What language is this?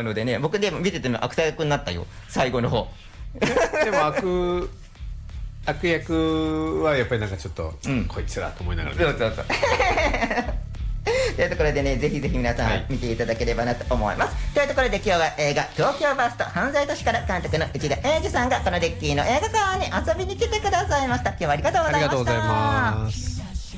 Japanese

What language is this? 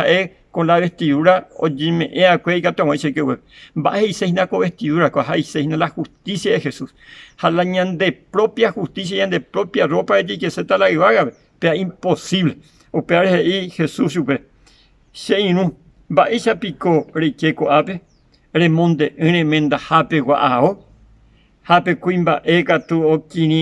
Guarani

